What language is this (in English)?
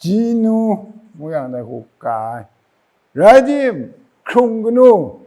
Kachin